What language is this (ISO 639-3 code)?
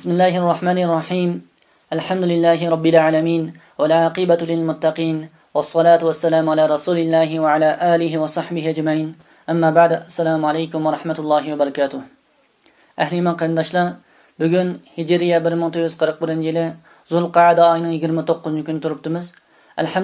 uig